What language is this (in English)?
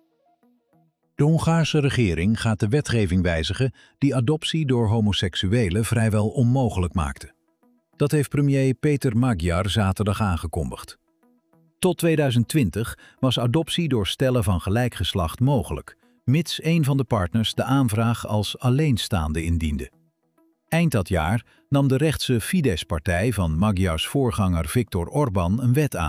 Dutch